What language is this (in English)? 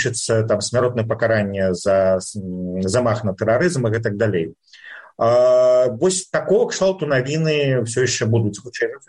Belarusian